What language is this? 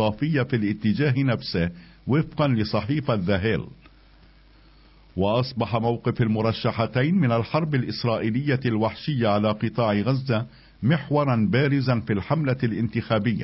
Arabic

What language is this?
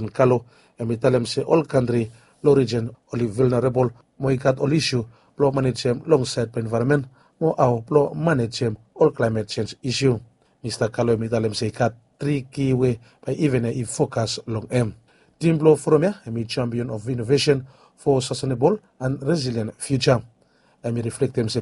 Bislama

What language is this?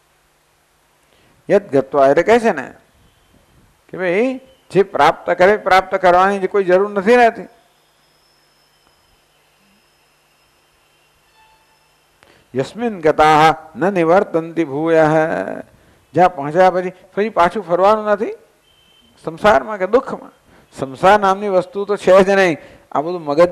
Gujarati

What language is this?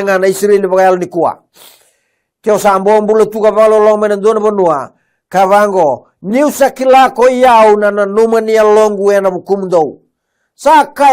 Fijian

